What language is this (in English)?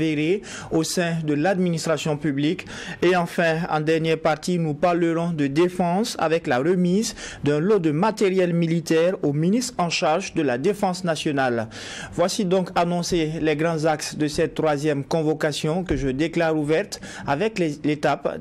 French